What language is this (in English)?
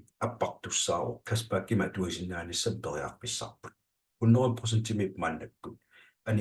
Kalaallisut